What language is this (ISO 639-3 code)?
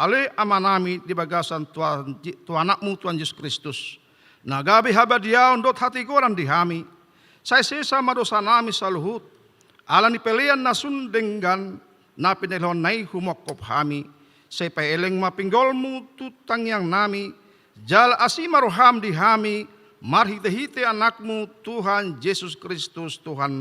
bbc